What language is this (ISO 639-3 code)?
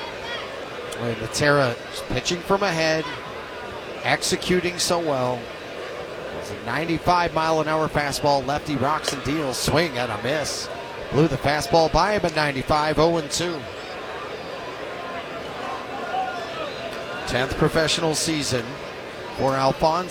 eng